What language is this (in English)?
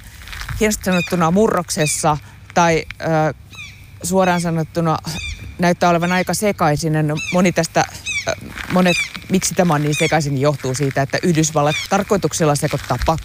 Finnish